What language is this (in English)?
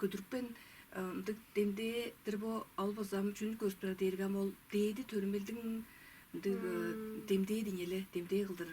Tuvinian